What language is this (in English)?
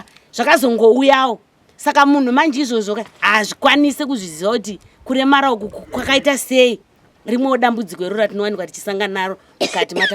Shona